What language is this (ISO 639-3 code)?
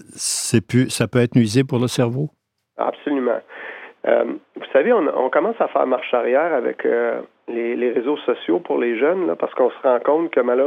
fra